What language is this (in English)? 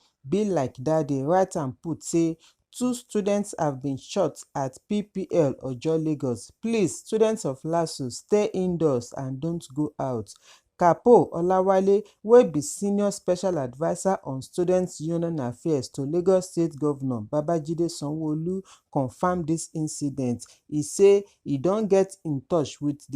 Nigerian Pidgin